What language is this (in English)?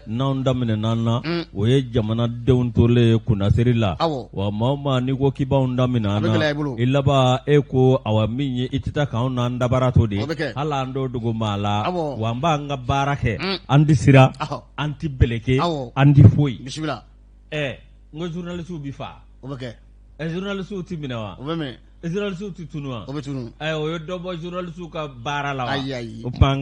Bambara